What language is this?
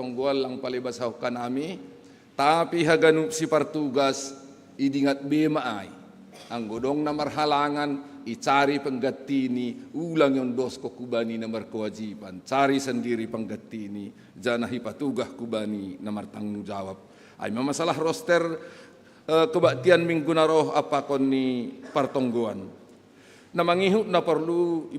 Batak Simalungun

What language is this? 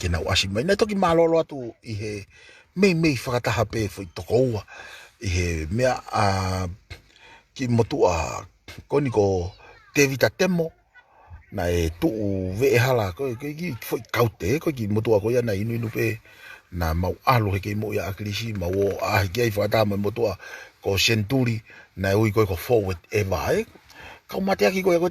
Tongan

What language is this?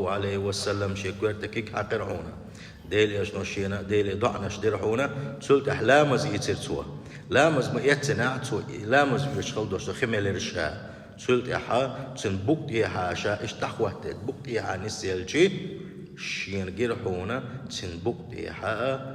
Chechen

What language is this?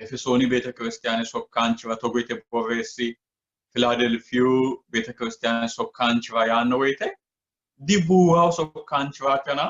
Sidamo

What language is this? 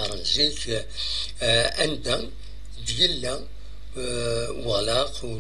Kabyle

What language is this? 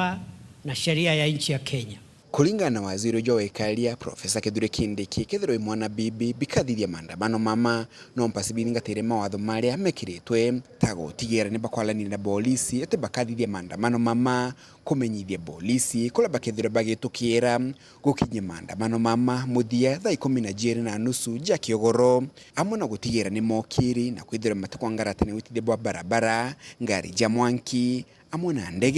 Meru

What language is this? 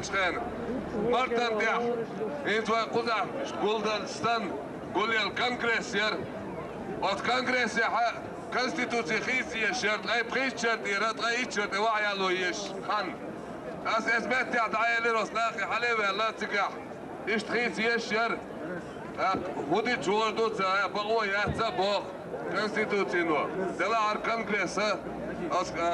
Chechen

